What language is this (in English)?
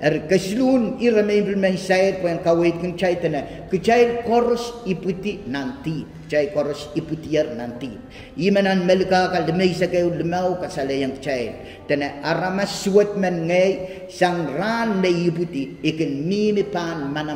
Pohnpeian